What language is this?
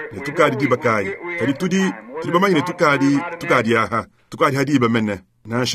Luba-Lulua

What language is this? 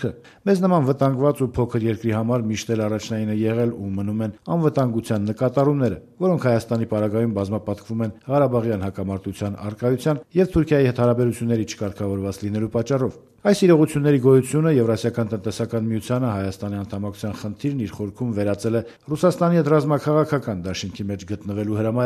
Armenian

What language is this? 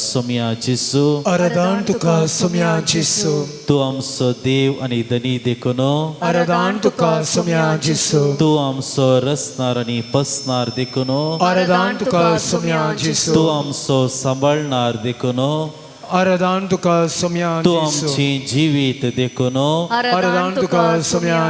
Konkani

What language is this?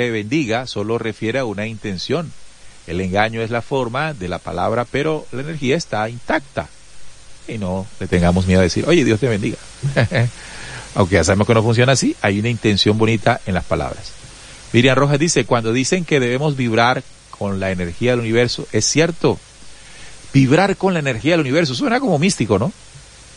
Spanish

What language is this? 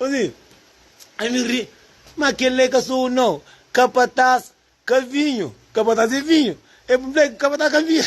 Kabuverdianu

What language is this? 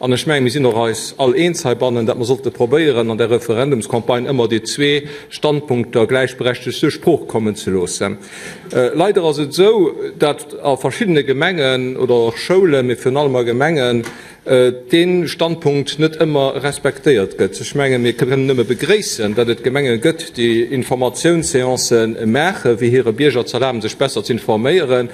Luxembourgish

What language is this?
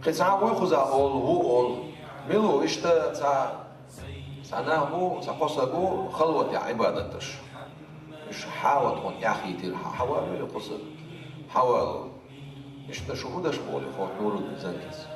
Chechen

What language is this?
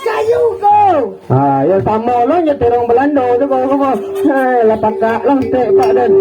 Minangkabau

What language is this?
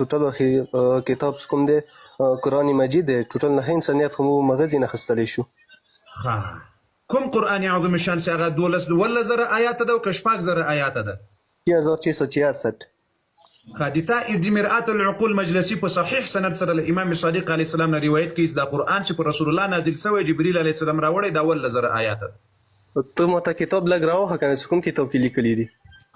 Pashto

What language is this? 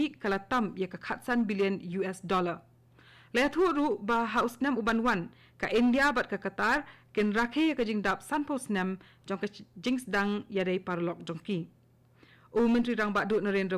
Khasi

